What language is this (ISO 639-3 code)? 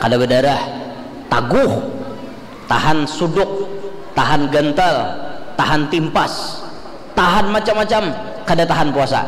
bjn